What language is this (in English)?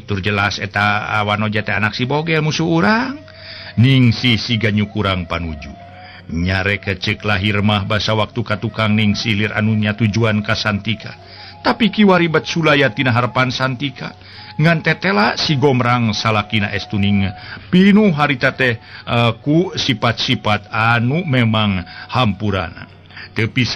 Sundanese